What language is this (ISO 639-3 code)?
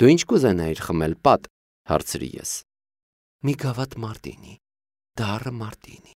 hye